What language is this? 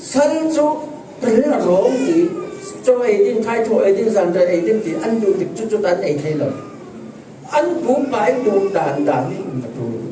Falam Chin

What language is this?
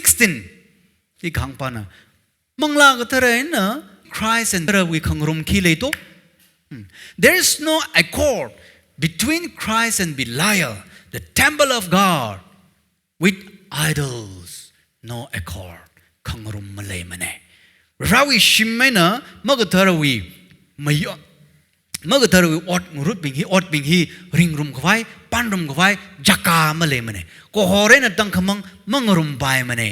Tangkhul Naga (India)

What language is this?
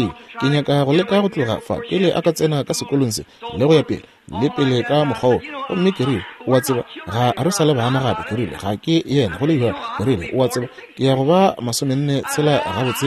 Northern Sotho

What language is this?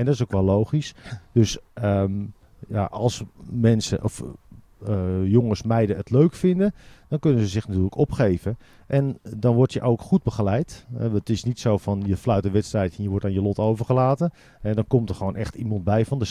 Dutch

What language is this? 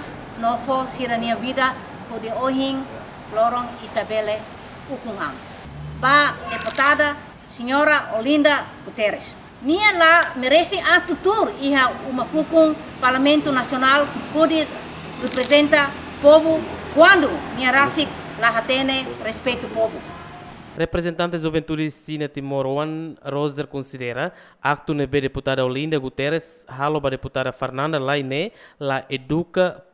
Tetum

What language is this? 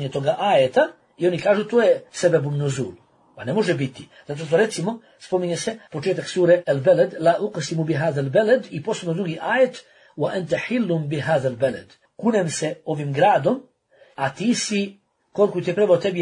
Bosnian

